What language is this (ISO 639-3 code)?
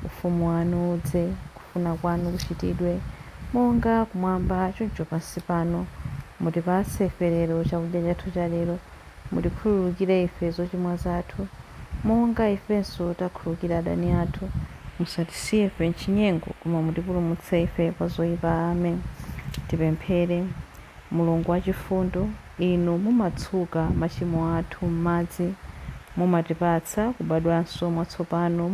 nya